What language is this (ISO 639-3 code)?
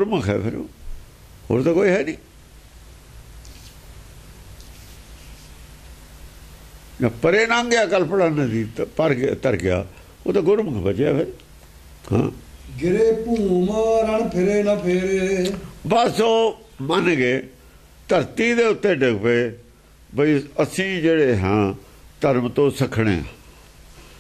pan